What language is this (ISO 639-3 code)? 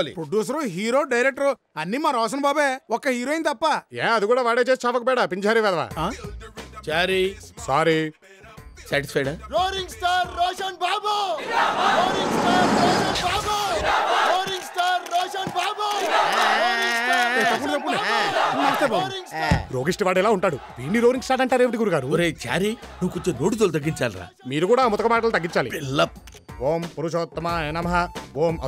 tel